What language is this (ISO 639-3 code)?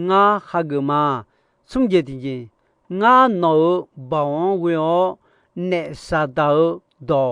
ahk